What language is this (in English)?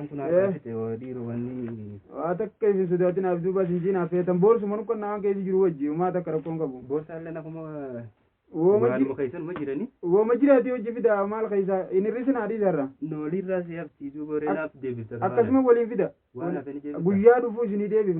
Oromo